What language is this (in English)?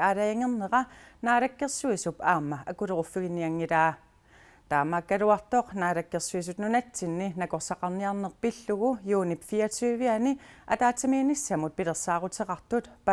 Kalaallisut